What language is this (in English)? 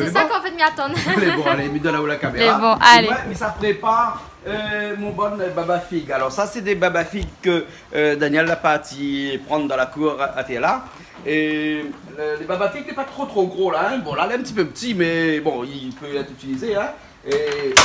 Réunion Creole French